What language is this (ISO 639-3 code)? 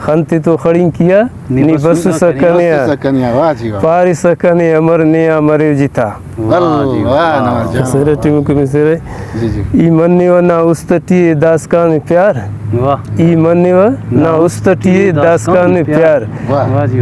brh